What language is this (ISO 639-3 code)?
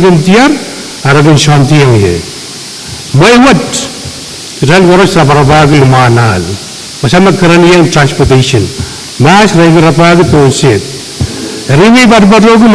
pon